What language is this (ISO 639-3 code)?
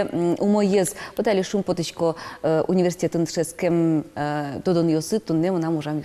udm